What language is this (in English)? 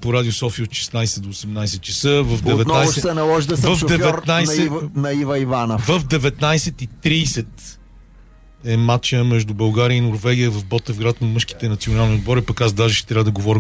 Bulgarian